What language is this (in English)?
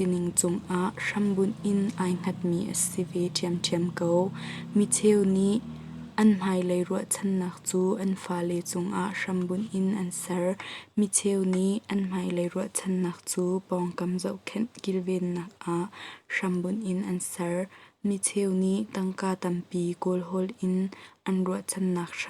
Hakha Chin